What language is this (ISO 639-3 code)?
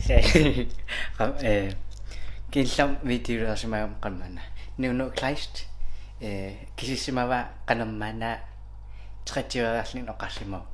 kal